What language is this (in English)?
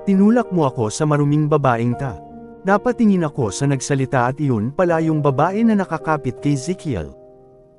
Filipino